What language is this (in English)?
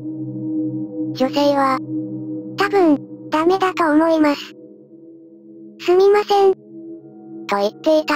Japanese